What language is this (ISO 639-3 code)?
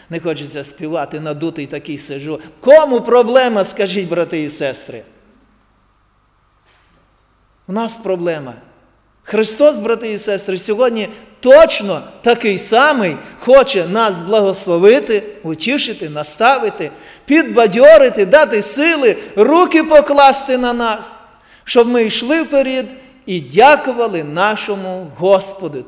ukr